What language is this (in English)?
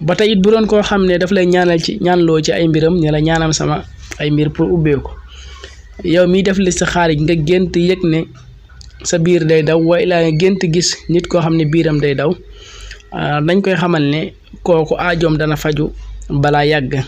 Wolof